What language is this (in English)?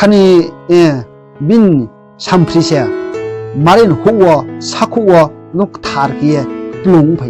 Riang (India)